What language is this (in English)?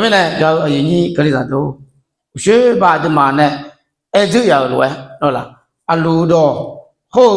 Akha